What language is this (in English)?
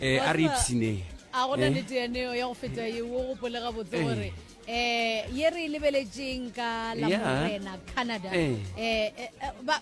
Northern Sotho